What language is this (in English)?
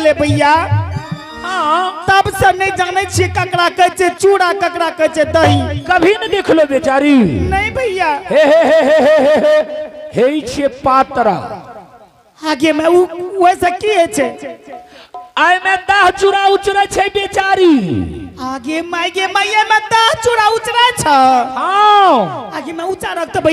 Angika